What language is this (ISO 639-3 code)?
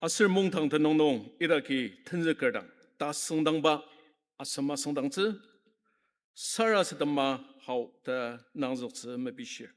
njo